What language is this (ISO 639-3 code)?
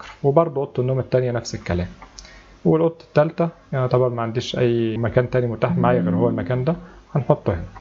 arz